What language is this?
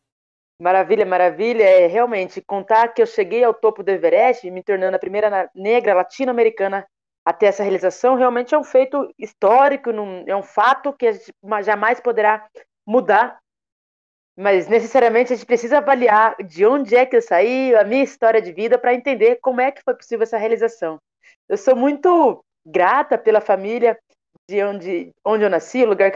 Portuguese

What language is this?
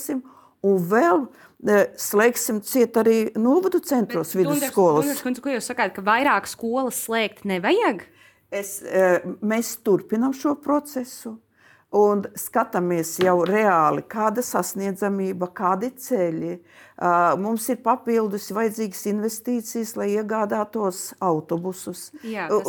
Latvian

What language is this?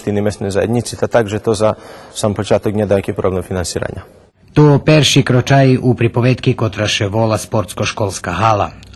Rusyn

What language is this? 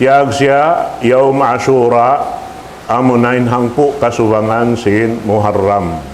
Tausug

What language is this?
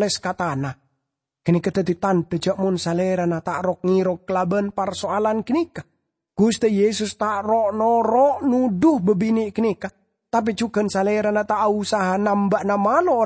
Madurese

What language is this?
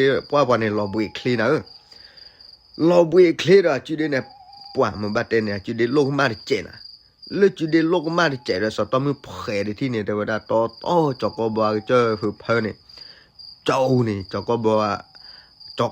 S'gaw Karen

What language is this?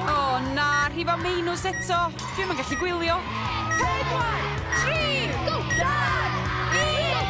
Welsh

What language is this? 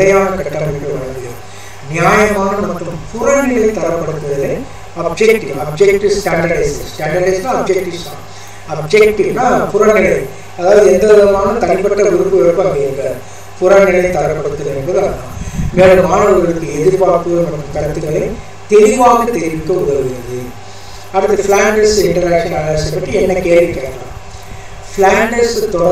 Tamil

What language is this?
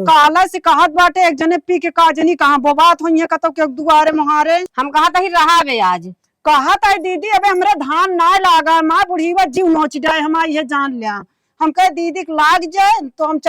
Awadhi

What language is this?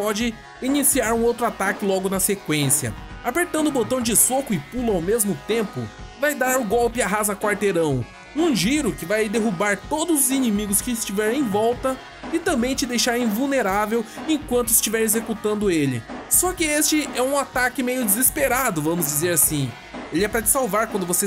Portuguese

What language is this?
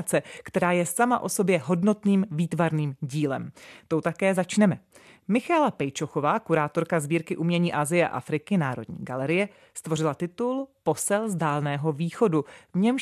Czech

